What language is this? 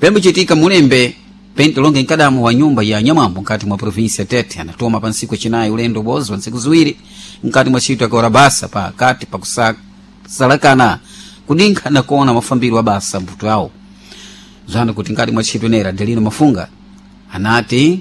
Sena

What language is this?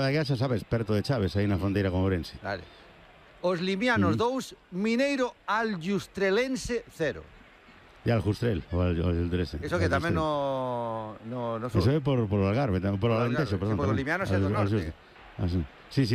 Galician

